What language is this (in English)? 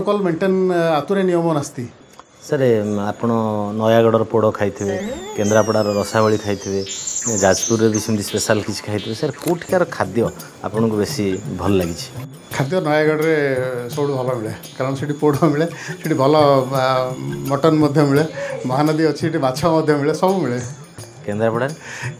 Odia